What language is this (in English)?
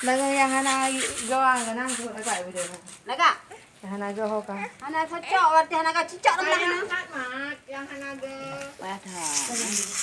Achinese